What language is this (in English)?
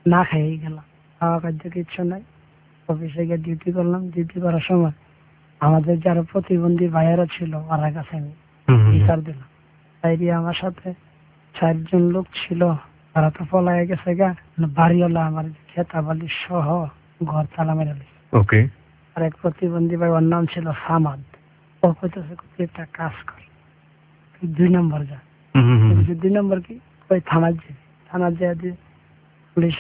Bangla